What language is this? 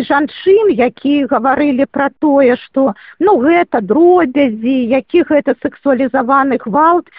Belarusian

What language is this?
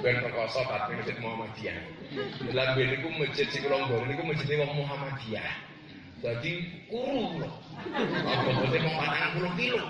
Javanese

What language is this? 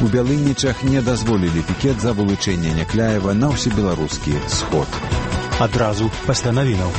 Belarusian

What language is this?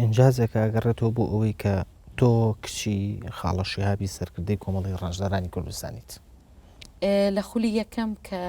Central Kurdish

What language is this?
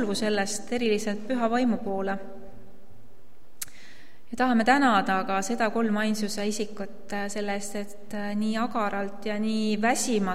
Estonian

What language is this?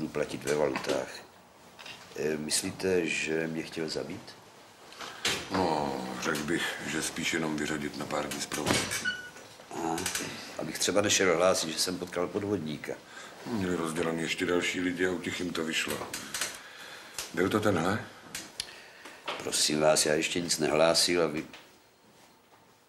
Czech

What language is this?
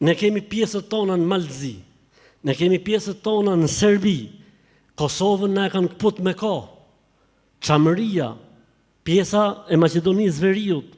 Albanian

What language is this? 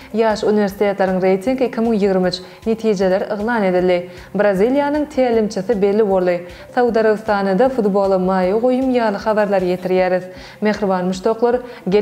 Turkmen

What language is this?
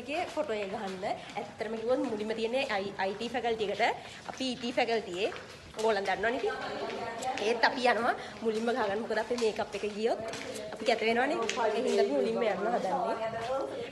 Sinhala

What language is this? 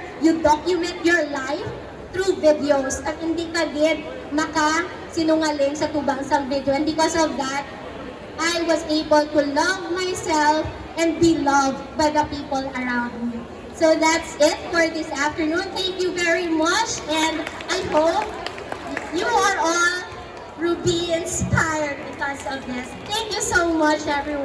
Hiligaynon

